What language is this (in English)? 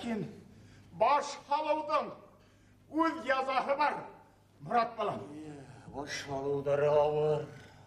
Bashkir